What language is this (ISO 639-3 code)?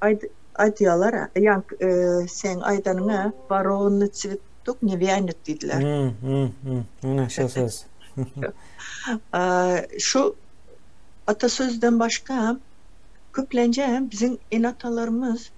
tuk